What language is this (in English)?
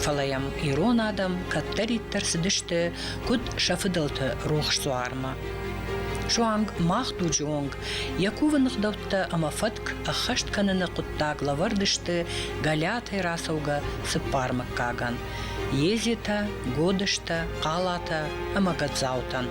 Ossetic